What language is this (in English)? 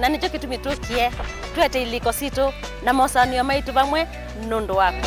Kamba